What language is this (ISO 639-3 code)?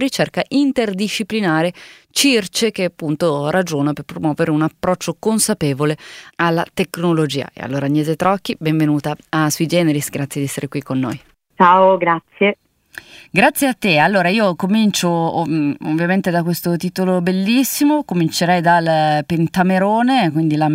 ita